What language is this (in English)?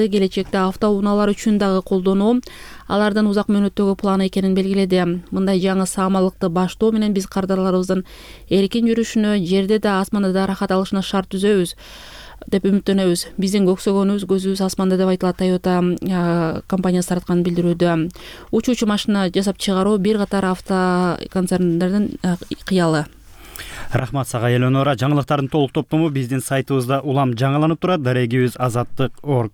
Kyrgyz